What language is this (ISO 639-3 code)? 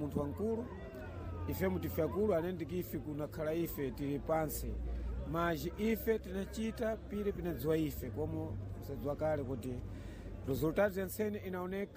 seh